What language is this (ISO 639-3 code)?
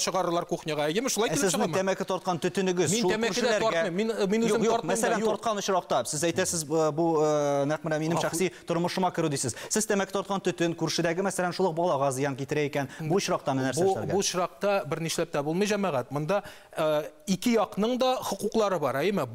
tat